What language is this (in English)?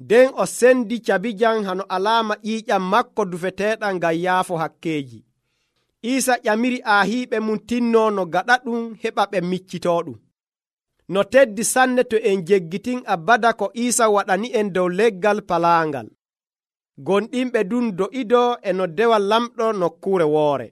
Nigerian Fulfulde